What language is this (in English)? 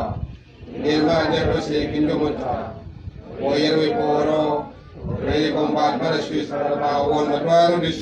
Acoli